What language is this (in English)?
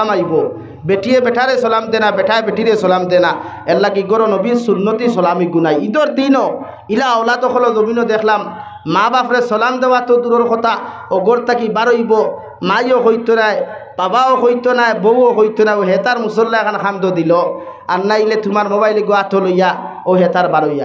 Sylheti